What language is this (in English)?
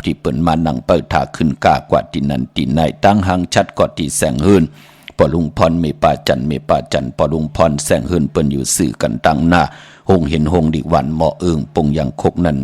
Shan